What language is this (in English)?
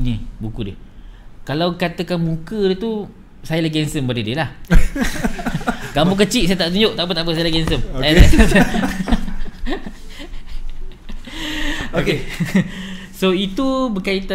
Malay